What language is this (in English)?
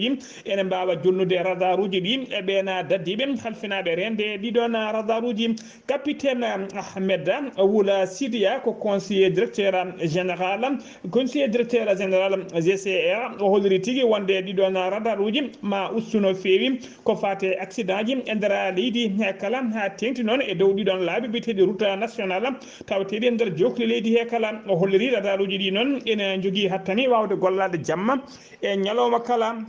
Fula